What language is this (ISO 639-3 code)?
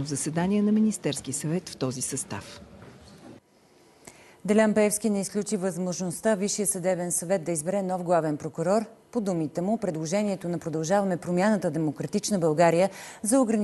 bul